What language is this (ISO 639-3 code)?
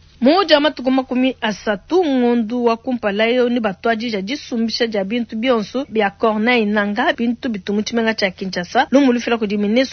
lua